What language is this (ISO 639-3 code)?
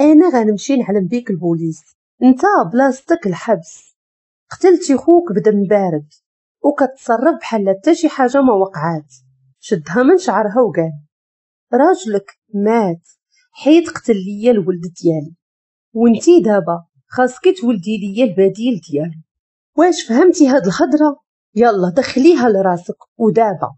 ary